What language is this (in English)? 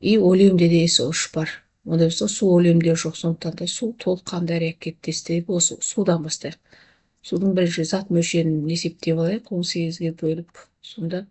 Kazakh